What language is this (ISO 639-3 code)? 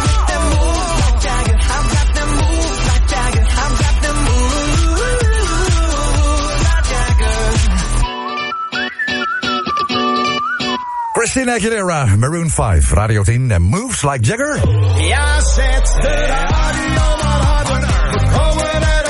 nld